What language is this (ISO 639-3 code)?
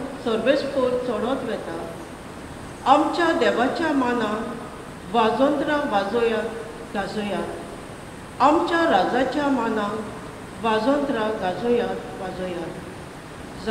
kok